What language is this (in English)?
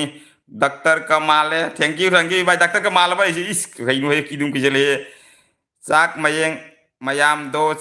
Manipuri